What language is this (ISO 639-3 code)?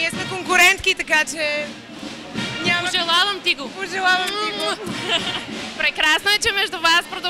bul